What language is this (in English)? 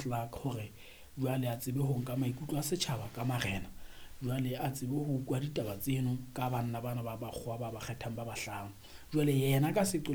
Southern Sotho